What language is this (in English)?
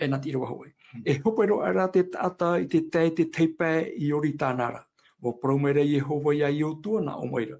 Tahitian